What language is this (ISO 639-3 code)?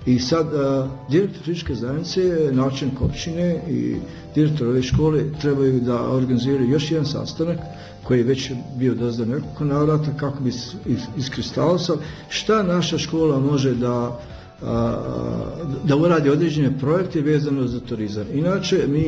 bos